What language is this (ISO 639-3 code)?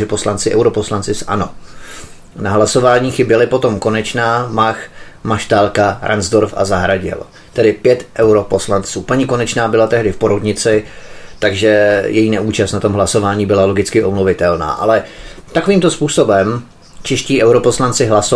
ces